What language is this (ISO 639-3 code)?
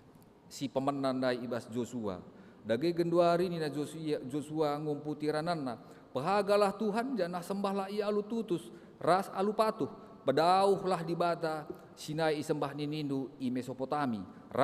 btx